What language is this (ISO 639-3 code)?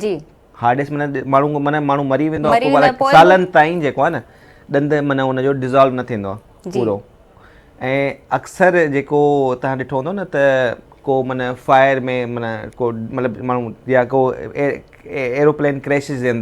snd